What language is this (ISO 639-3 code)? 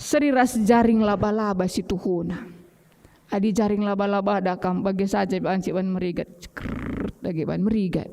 btx